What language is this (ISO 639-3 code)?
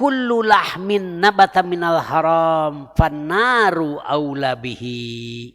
sun